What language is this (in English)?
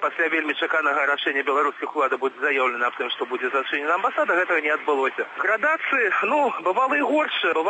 Belarusian